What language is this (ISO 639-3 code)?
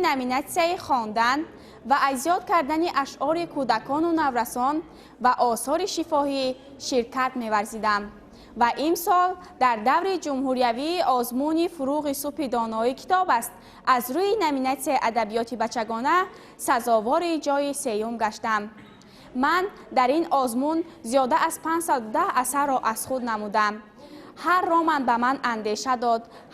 tgk